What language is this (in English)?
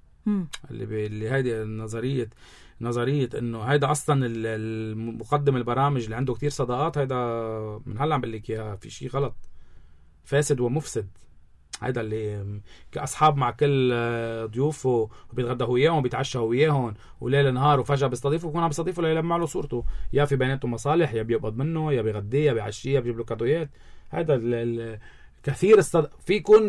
North Levantine Arabic